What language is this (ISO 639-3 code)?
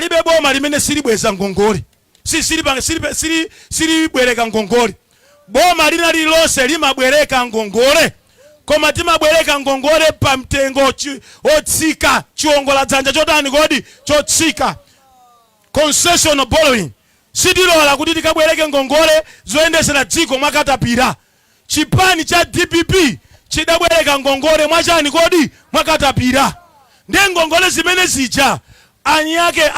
nya